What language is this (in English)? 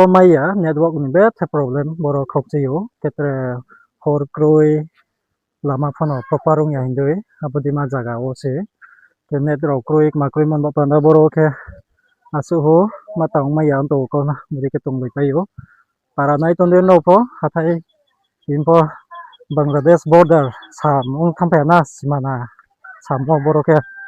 Riang (India)